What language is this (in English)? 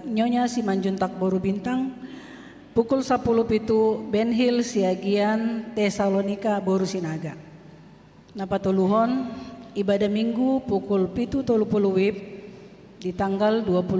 Batak Toba